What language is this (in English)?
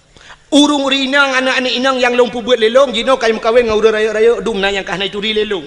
Achinese